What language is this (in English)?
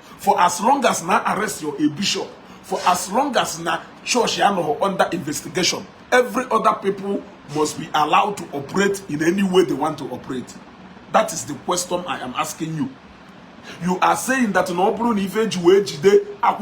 Igbo